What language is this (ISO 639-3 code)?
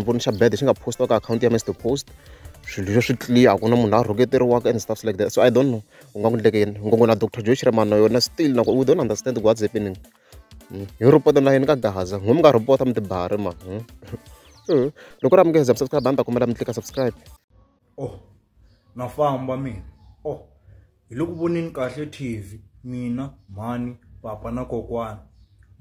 tso